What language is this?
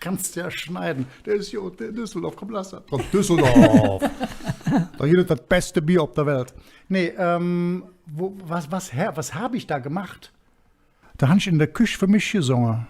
Colognian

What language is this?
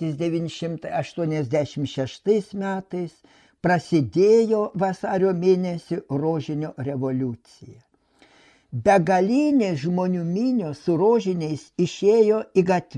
Lithuanian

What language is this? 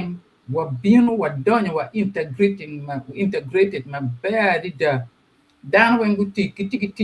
Acoli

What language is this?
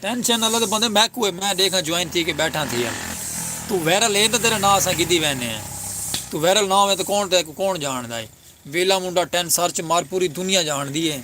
Saraiki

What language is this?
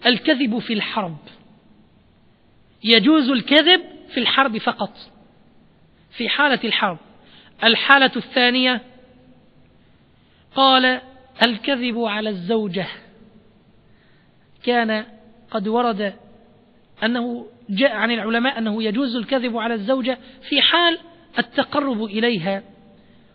Arabic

